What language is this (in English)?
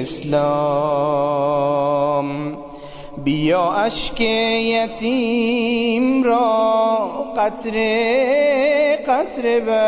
Persian